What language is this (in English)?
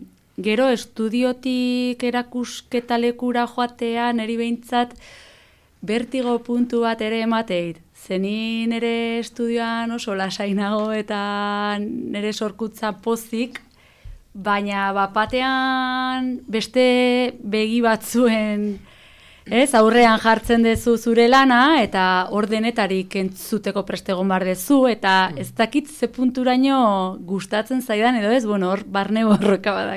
Basque